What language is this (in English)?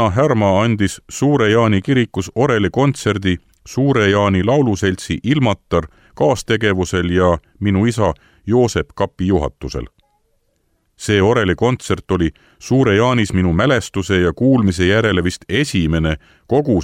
Estonian